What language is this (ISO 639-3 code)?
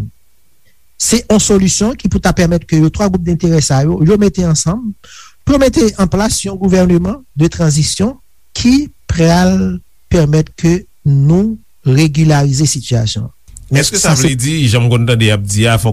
hat